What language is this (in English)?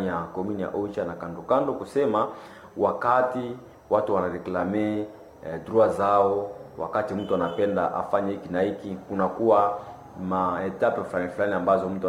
Swahili